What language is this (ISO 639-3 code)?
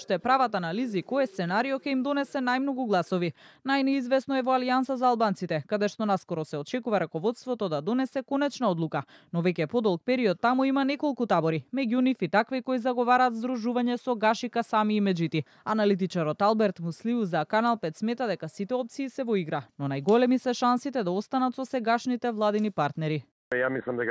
mkd